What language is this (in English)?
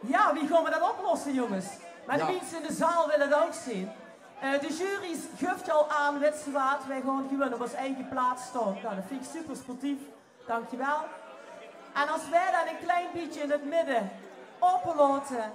Limburgish